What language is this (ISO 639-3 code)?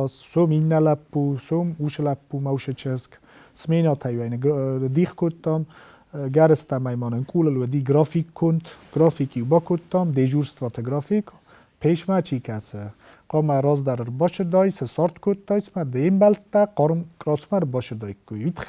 oss